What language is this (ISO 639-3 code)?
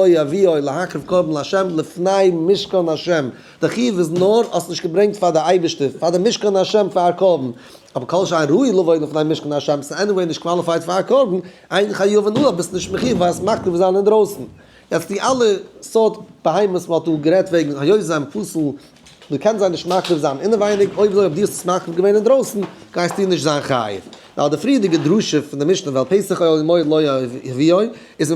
yid